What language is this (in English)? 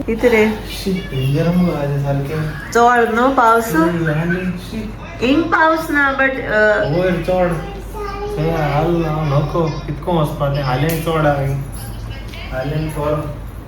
Konkani